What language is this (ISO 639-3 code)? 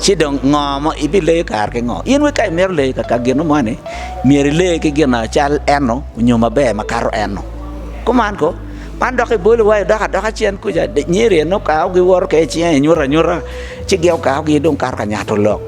ach